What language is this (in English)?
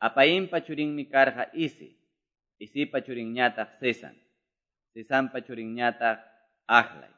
Quechua